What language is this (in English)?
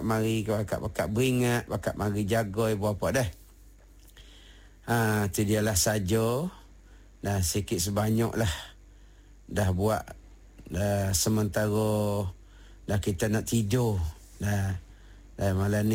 Malay